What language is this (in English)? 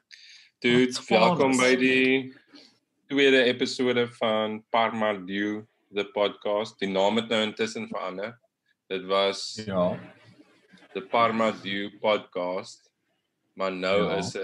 Afrikaans